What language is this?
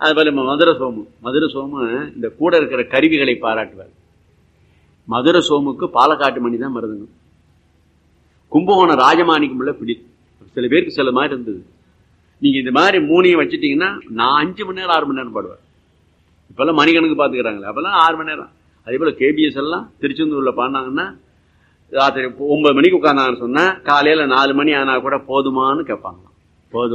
Tamil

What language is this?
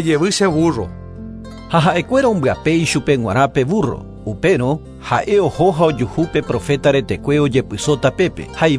Guarani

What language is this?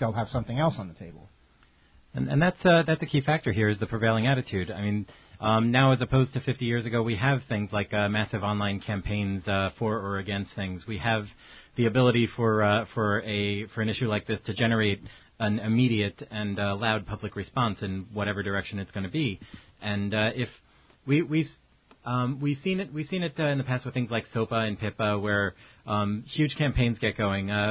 English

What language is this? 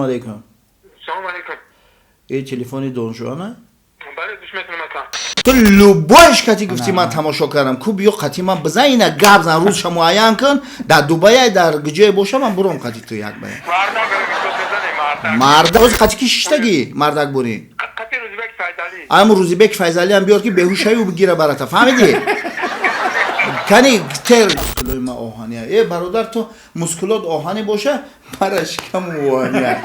Tajik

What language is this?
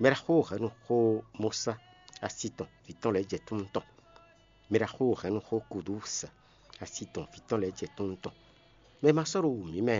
Fon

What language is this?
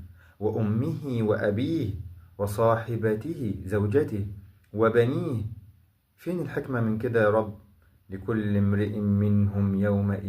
Egyptian Arabic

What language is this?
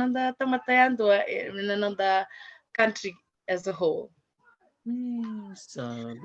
Fijian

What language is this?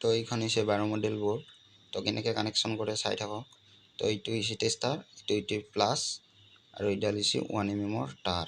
Assamese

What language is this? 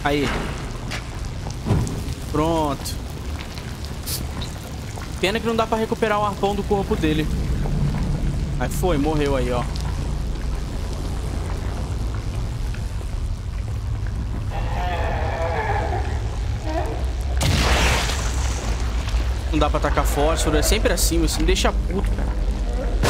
Portuguese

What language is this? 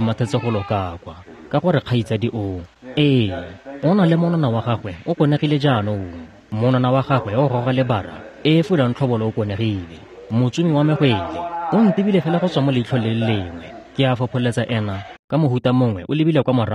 Tswana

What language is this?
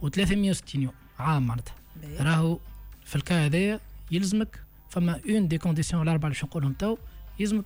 Tunisian Arabic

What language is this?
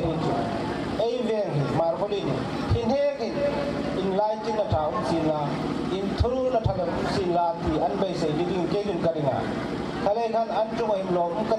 Hmar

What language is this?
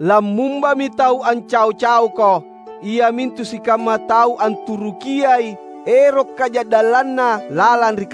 Makasar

